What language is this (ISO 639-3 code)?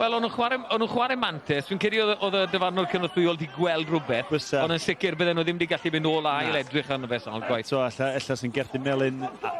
cym